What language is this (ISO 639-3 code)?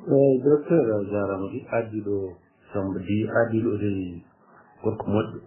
ful